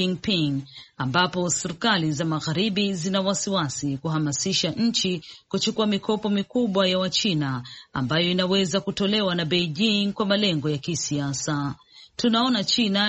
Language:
Swahili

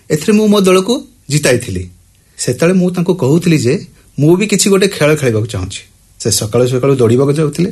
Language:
Odia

